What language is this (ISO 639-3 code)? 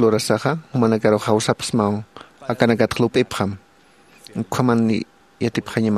aym